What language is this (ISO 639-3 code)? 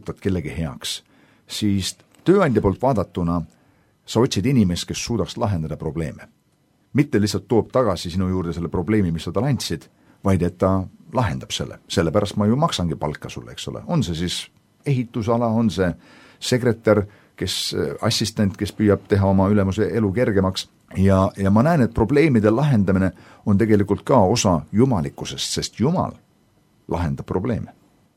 est